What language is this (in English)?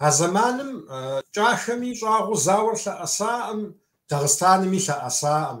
Kabardian